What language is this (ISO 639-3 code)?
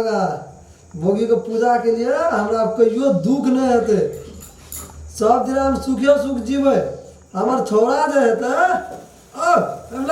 mai